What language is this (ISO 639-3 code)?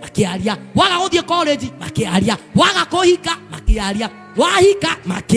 kik